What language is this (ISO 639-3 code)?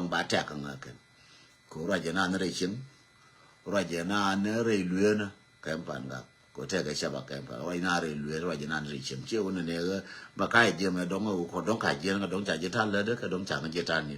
nus